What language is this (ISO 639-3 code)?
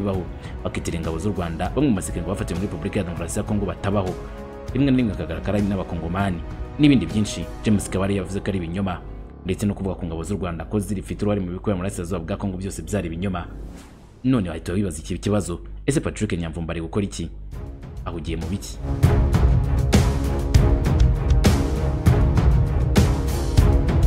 kin